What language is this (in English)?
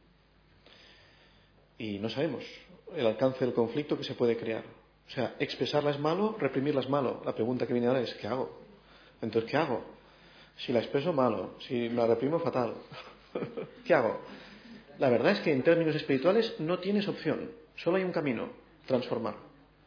Spanish